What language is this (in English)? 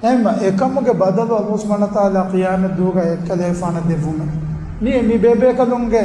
Divehi